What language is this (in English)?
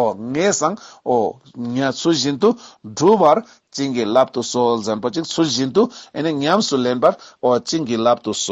Ladakhi